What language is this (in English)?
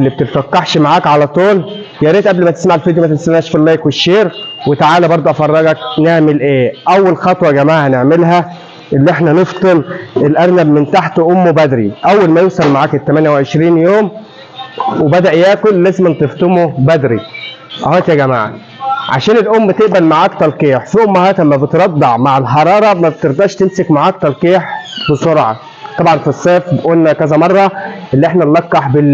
Egyptian Arabic